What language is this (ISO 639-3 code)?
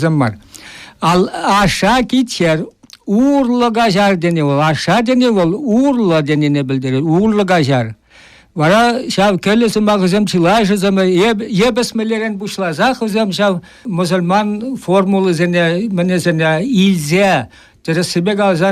chv